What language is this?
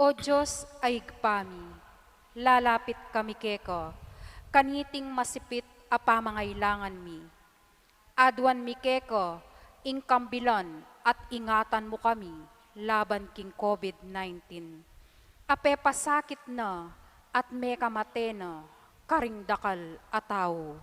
Pampanga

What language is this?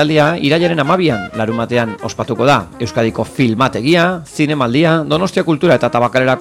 Basque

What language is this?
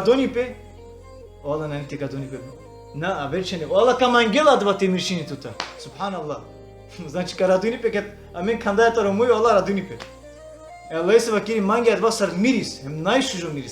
Balkan Romani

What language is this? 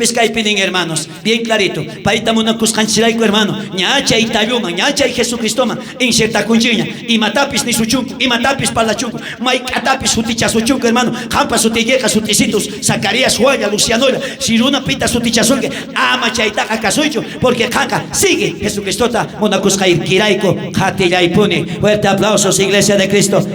South Bolivian Quechua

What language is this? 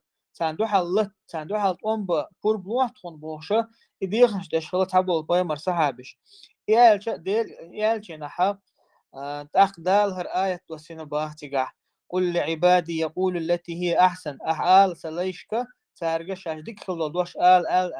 Chechen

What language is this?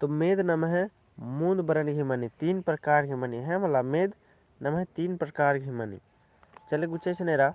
Kurukh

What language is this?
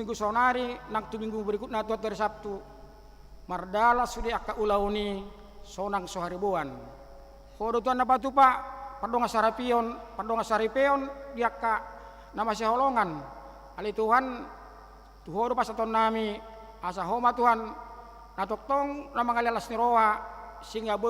Batak Toba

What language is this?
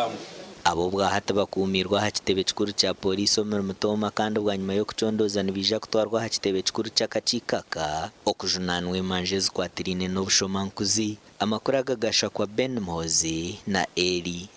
Nyankole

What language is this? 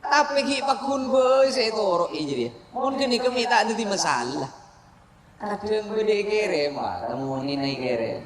Madurese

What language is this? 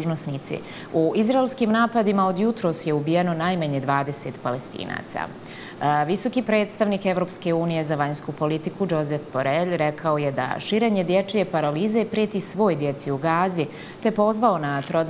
Bosnian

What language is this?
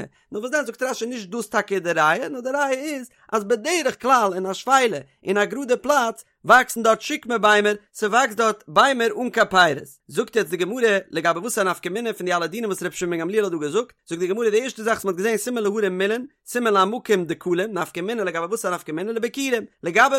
Yiddish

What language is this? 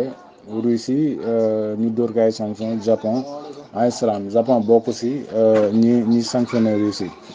Wolof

